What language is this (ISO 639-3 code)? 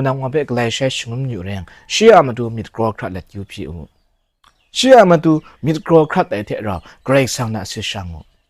kac